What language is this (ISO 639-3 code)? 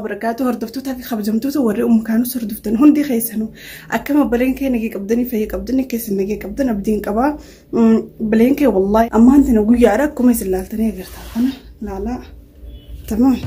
orm